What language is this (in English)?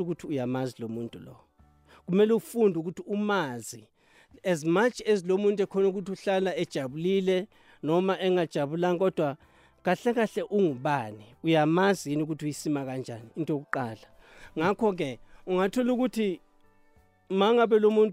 South Ndebele